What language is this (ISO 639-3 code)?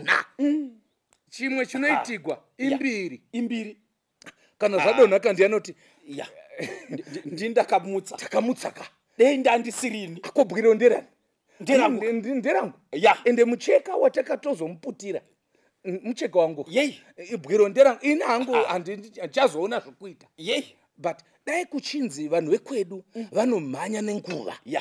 sna